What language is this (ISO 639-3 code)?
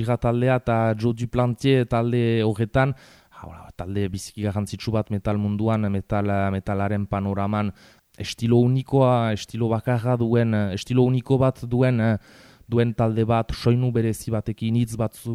eus